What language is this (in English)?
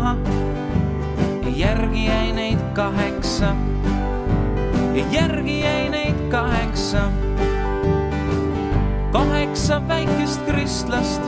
Estonian